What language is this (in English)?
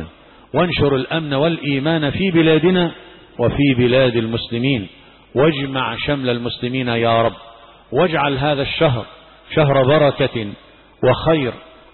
Egyptian Arabic